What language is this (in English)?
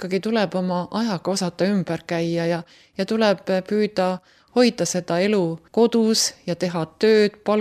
Estonian